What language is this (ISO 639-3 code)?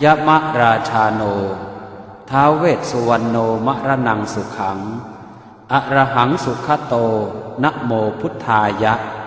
pli